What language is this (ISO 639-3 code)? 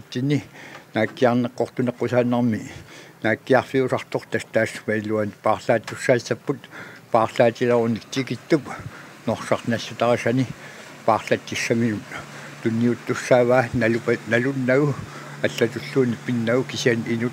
kal